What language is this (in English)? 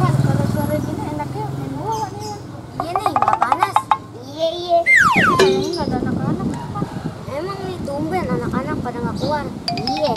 Betawi